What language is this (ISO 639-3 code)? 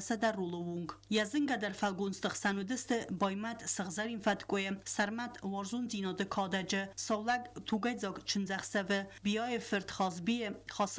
oss